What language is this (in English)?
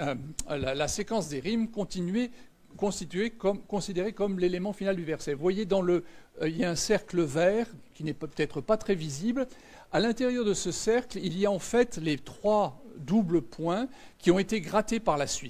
French